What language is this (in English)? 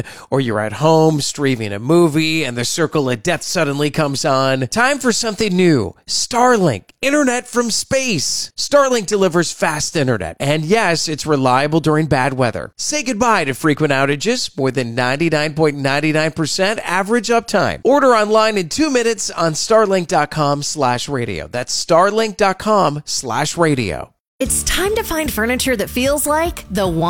English